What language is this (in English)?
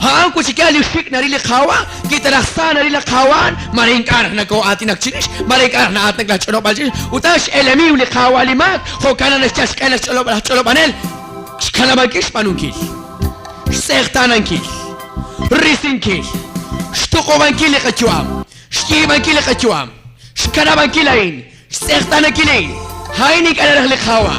Kekchí